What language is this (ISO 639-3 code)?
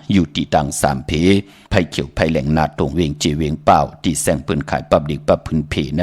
shn